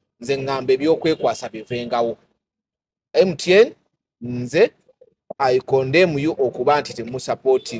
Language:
Ganda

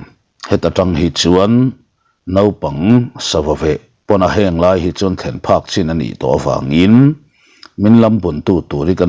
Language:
Mizo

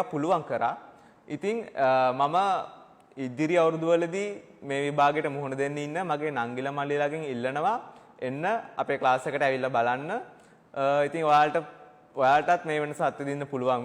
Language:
Sinhala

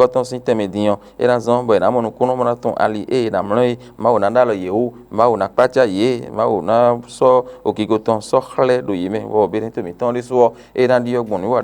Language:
Fon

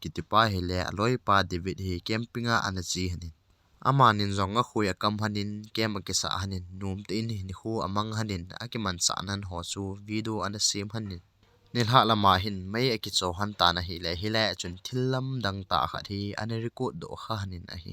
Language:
Thado Chin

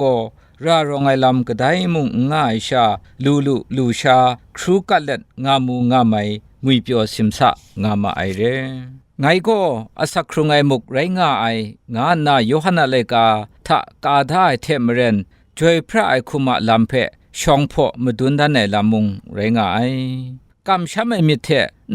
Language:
Kachin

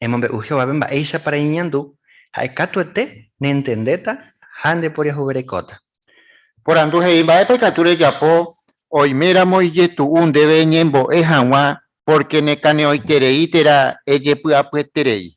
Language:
Guarani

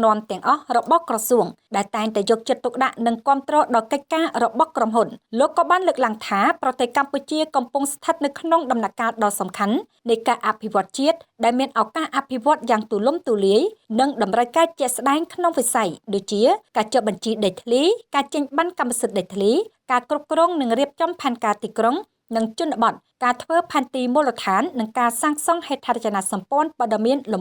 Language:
Khmer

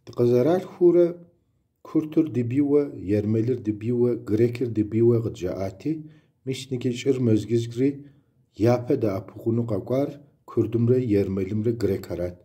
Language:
Kabardian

